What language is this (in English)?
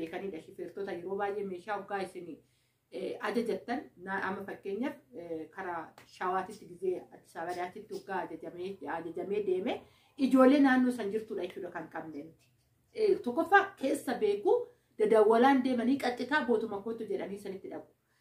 Oromo